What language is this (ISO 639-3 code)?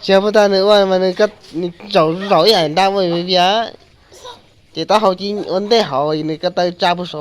hmn